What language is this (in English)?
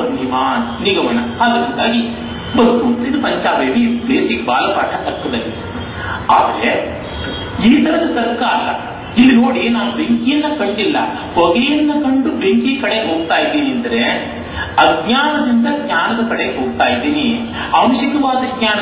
Kannada